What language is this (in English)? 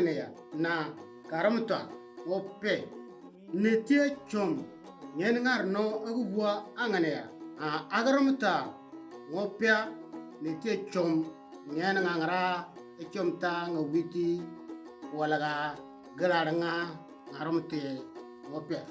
Moro